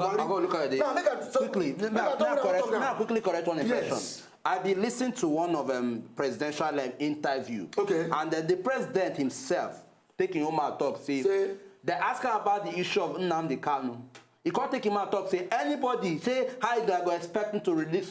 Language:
Nigerian Pidgin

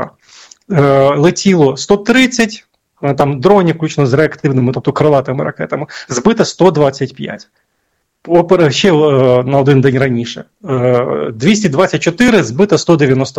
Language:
Ukrainian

